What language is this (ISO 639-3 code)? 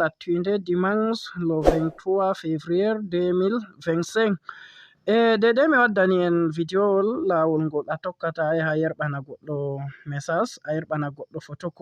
ful